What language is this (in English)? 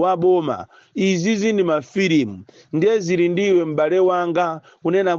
Nyanja